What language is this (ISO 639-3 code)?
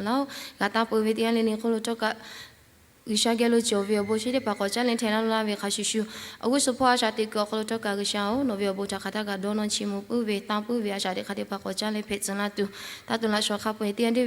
lhu